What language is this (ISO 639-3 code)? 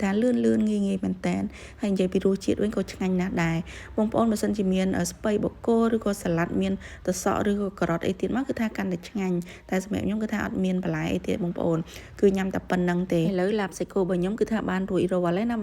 khm